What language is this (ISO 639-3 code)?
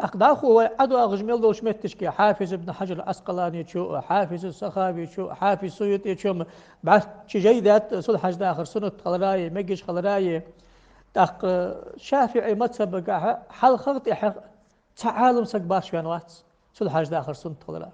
inh